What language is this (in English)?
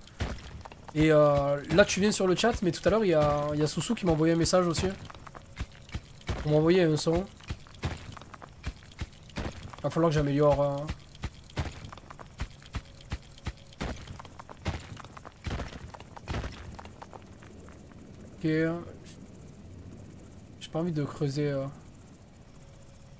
French